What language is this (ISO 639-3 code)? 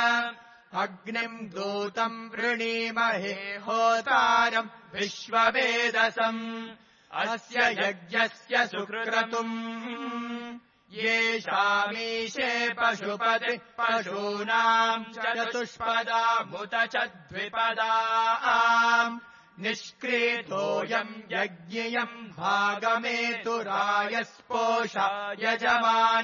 san